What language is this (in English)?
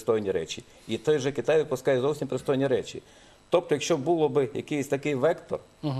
Ukrainian